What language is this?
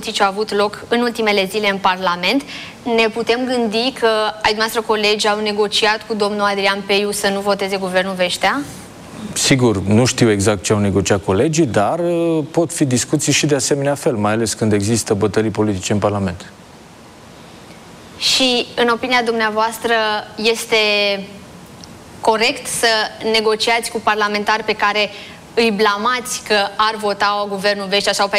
Romanian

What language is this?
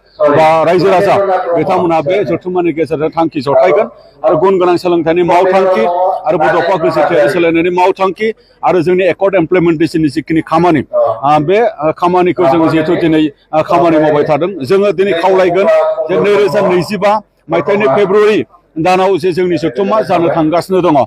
Bodo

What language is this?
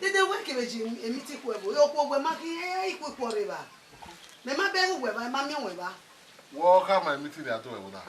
Bini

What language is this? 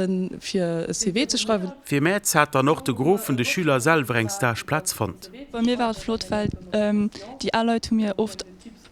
Luxembourgish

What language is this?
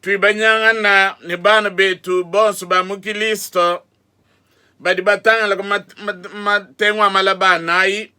Luba-Lulua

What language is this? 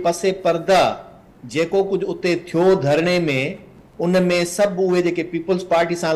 Sindhi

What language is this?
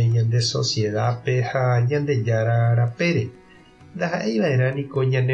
Guarani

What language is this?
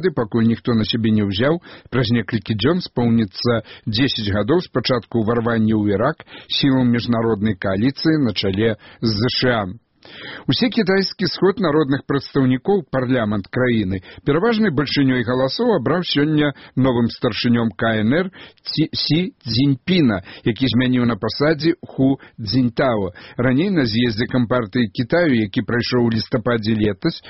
Belarusian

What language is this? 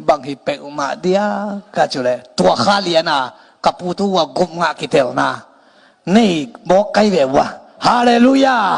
Tedim Chin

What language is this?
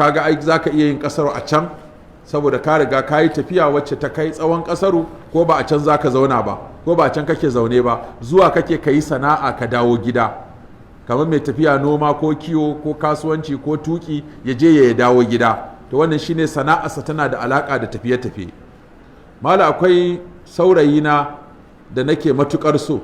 Hausa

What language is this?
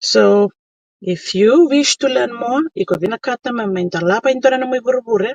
Fijian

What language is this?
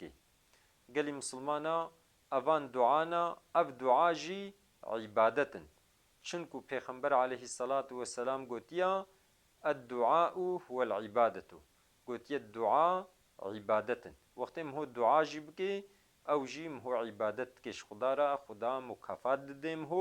Kurdish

